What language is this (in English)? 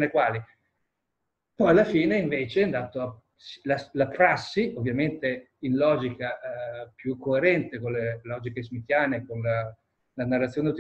Italian